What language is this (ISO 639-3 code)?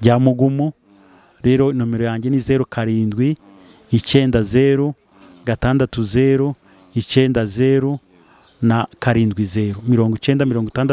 kin